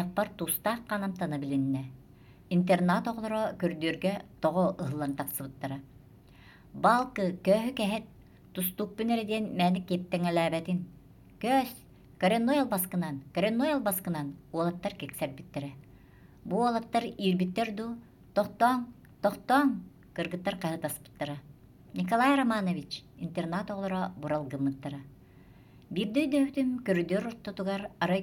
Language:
Yakut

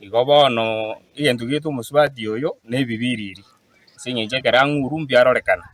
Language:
Gusii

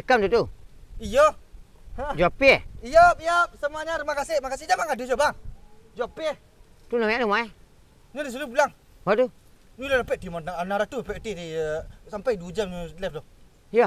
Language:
Minangkabau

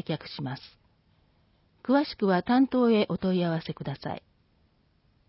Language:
Japanese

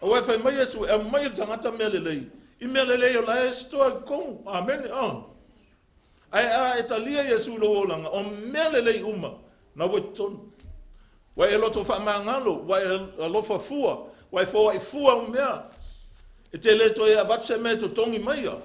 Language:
Samoan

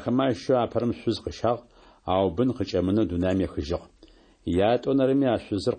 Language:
Adyghe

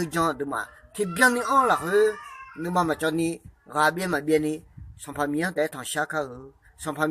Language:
Akha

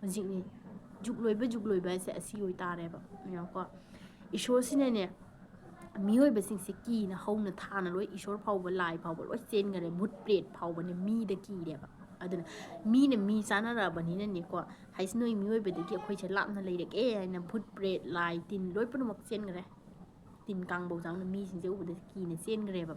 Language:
Manipuri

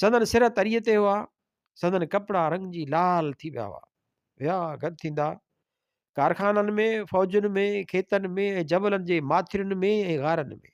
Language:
Sindhi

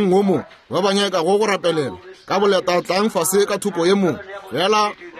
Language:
Northern Sotho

